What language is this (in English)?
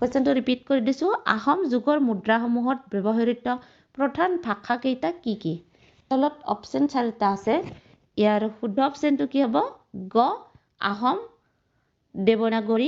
Assamese